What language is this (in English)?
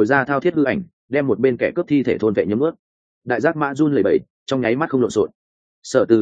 Vietnamese